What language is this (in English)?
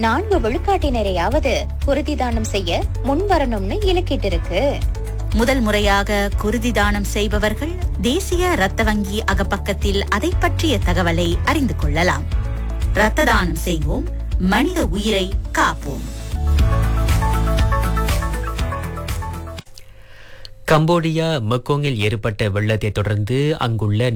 Tamil